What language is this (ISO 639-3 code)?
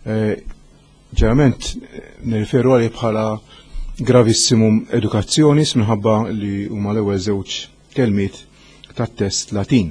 mlt